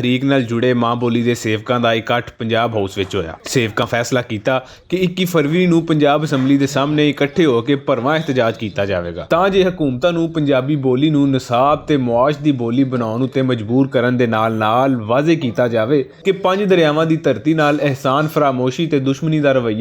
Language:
Western Panjabi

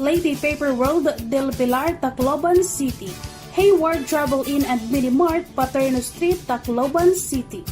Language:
Waray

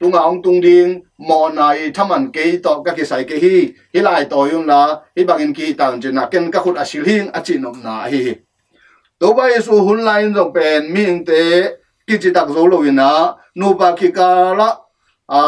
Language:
Tedim Chin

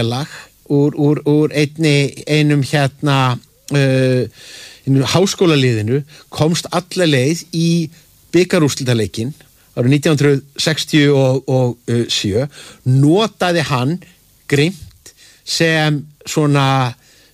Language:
Icelandic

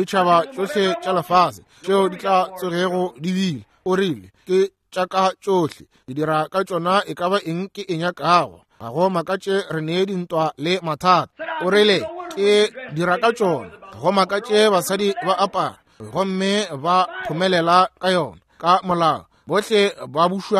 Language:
Northern Sotho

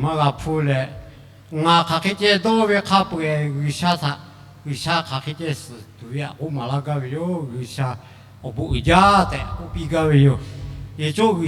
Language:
Lahu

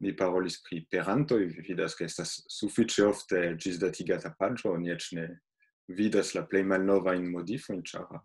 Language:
Esperanto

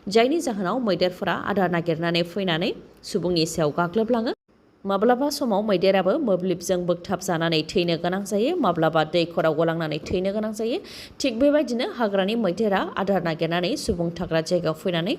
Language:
Bodo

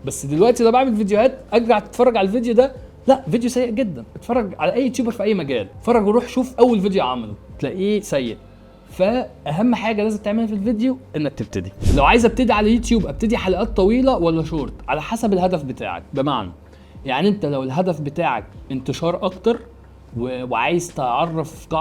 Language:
Egyptian Arabic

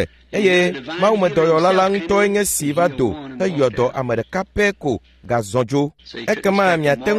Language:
Ewe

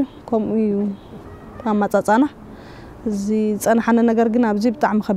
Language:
Tigrinya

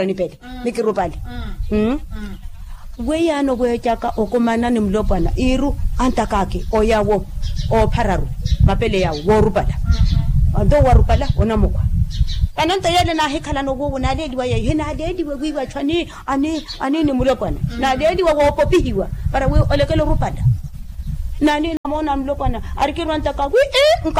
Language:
Makhuwa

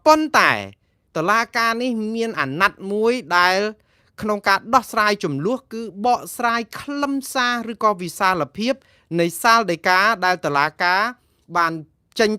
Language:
Khmer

